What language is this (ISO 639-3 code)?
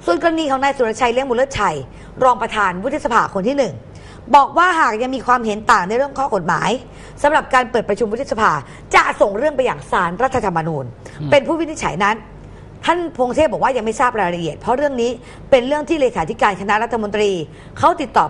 tha